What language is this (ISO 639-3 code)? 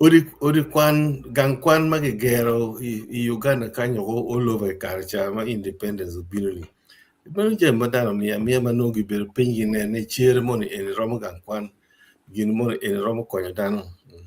ach